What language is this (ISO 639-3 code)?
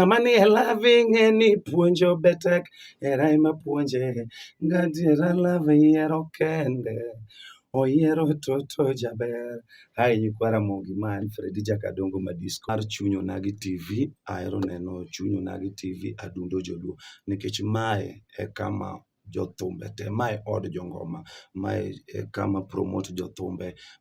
luo